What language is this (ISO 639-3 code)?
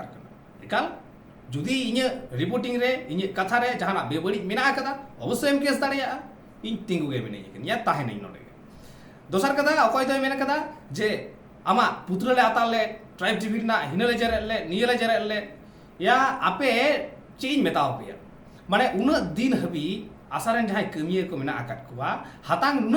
sat